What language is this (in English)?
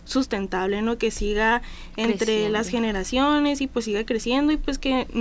Spanish